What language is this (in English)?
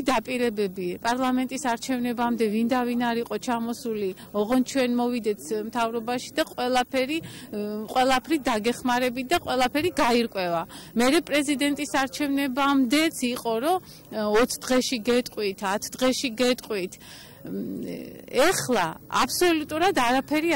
Georgian